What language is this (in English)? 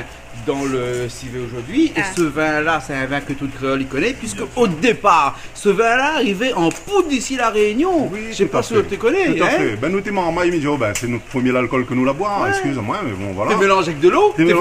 Réunion Creole French